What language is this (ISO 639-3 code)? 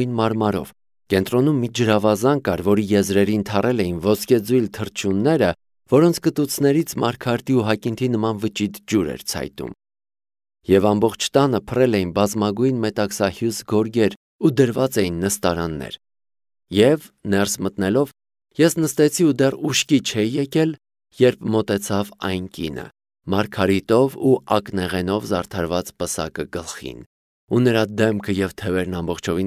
hye